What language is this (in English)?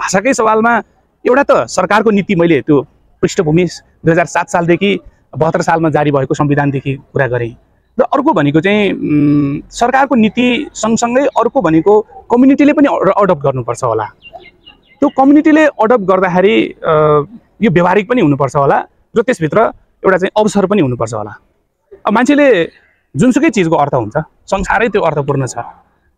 Nepali